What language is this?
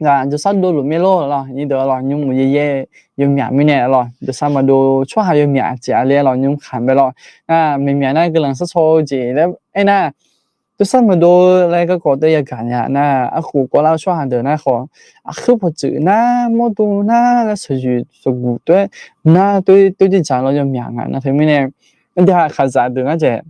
Akha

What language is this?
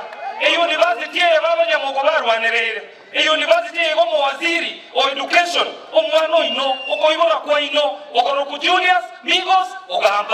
Gusii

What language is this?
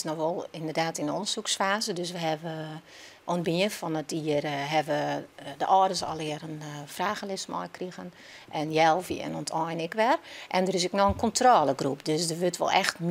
Western Frisian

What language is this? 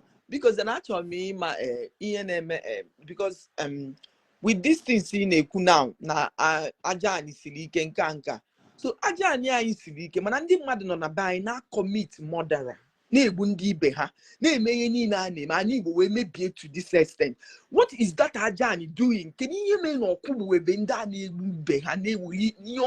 Igbo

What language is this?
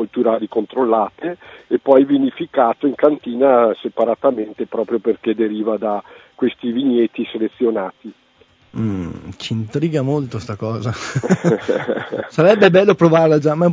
Italian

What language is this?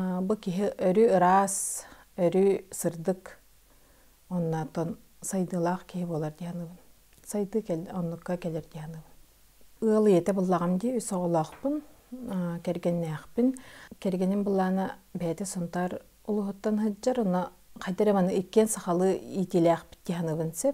Yakut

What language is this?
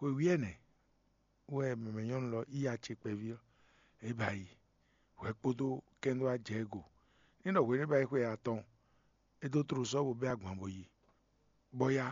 Fon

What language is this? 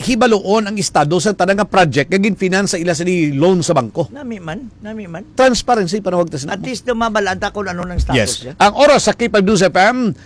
Hiligaynon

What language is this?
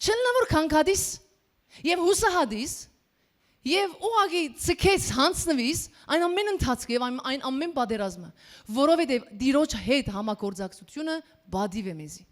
Western Armenian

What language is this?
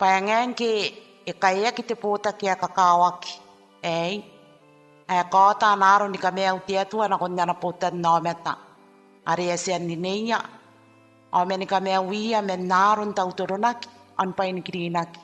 Gilbertese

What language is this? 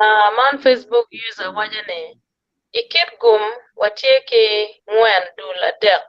Acoli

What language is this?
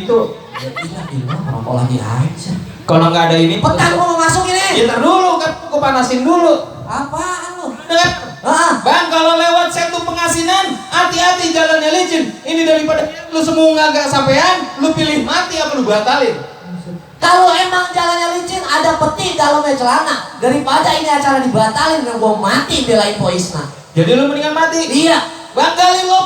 Betawi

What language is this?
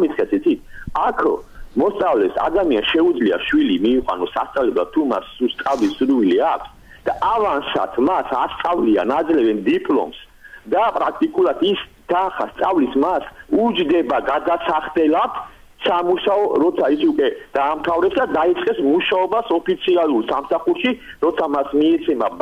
Georgian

